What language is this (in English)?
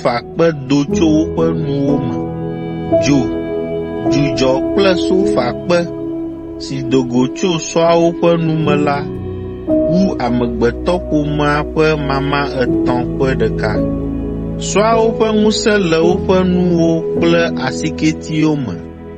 Ewe